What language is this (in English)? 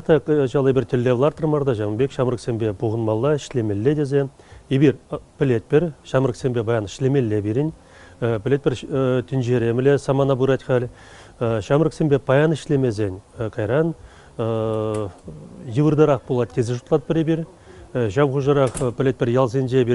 Chuvash